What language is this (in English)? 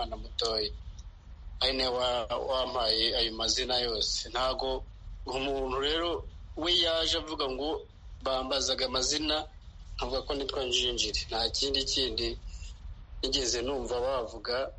Kinyarwanda